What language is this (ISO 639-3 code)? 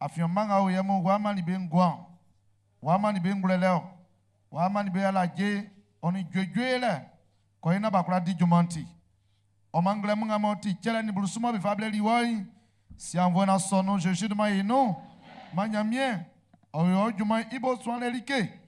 bci